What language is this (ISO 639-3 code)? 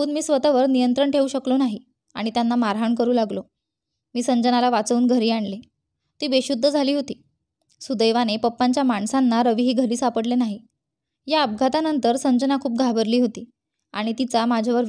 mar